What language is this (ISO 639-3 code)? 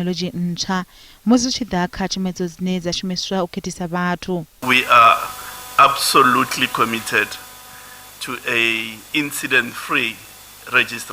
ven